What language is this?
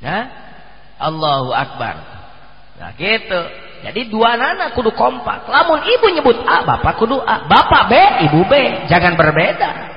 Sundanese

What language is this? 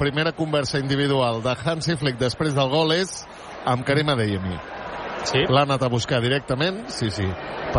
Catalan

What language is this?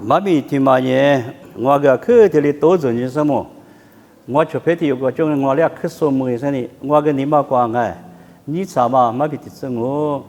Lisu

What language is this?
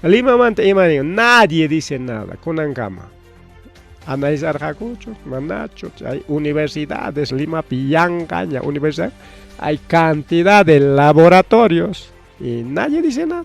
Ayacucho Quechua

